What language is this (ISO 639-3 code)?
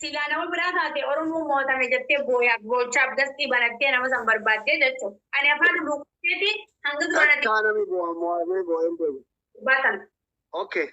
orm